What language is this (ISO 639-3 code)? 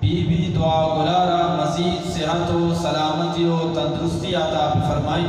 bgp